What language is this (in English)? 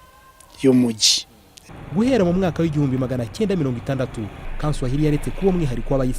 Kinyarwanda